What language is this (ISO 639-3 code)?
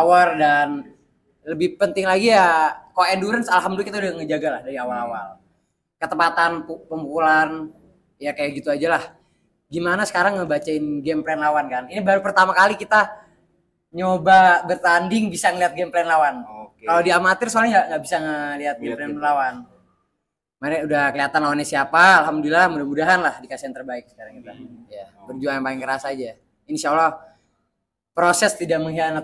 ind